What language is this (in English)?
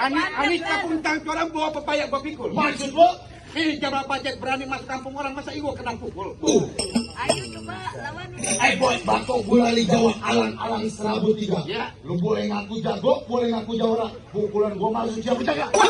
Betawi